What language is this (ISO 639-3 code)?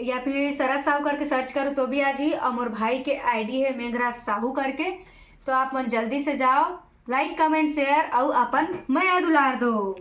hne